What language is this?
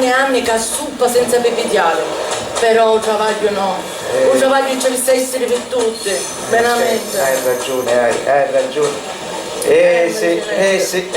Sicilian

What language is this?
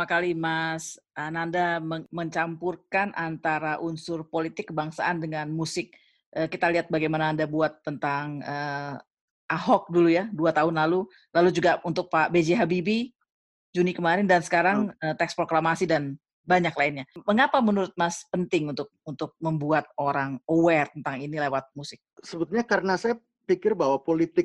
Indonesian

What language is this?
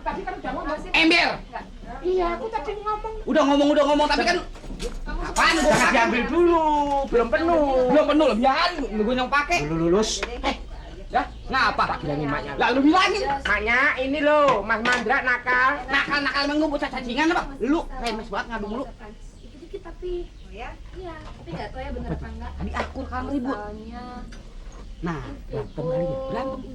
Betawi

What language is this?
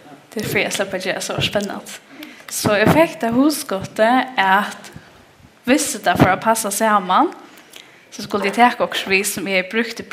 Faroese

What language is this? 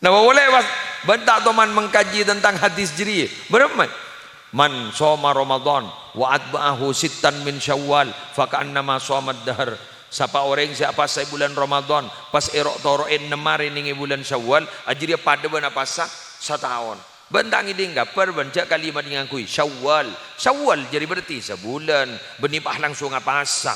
Madurese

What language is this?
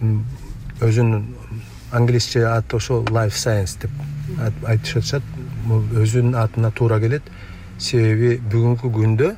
Kyrgyz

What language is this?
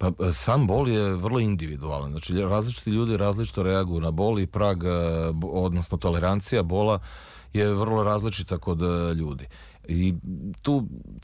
Serbian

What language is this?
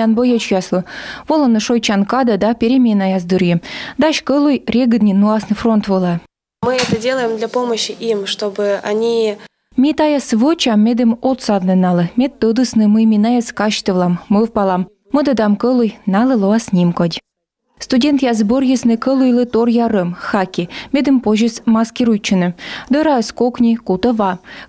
Komi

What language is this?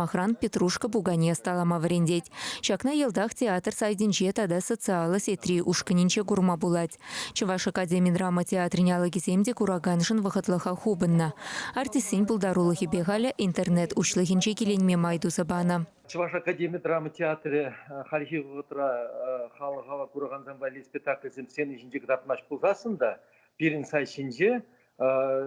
Chuvash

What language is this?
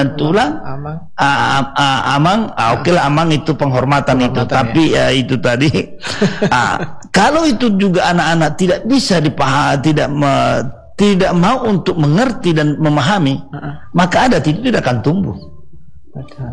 Indonesian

